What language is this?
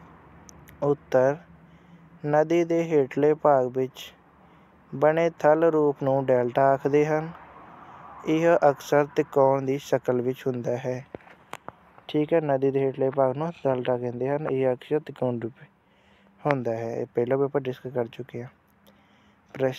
Punjabi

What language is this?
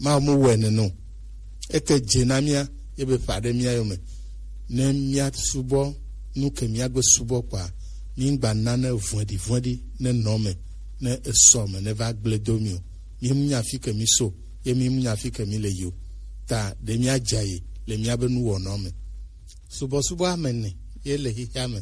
Gen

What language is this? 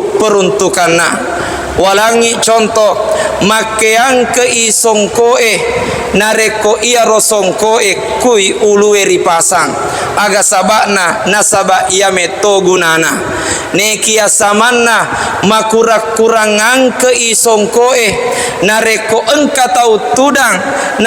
Buginese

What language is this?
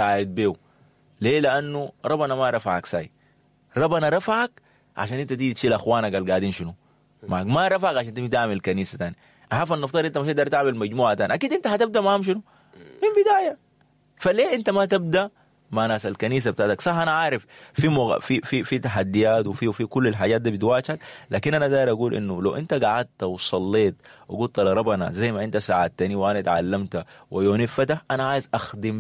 Sudanese Arabic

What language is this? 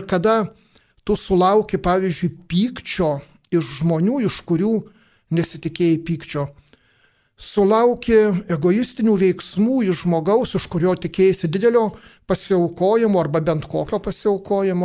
Lithuanian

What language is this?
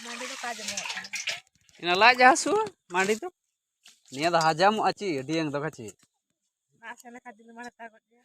Santali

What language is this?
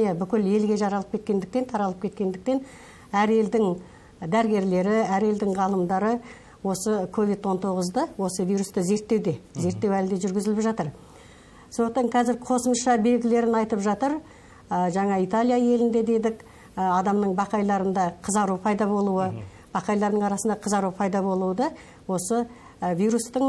Kazakh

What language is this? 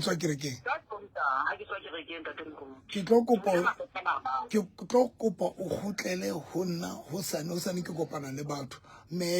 Southern Sotho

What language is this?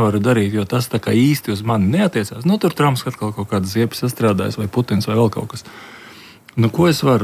Latvian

